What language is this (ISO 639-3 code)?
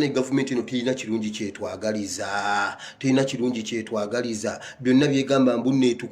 lug